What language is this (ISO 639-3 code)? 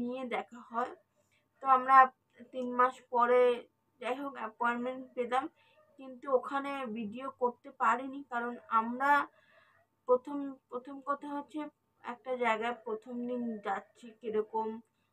ben